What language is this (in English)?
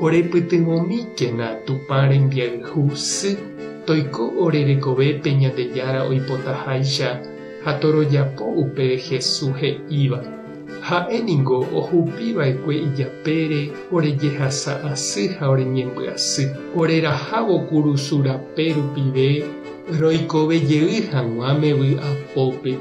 Guarani